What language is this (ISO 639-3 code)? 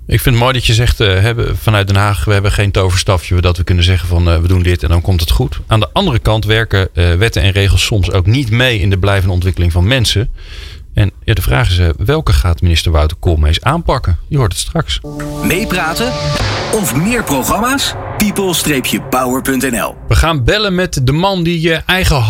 nld